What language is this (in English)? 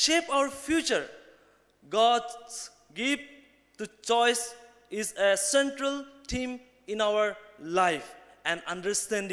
Ao Naga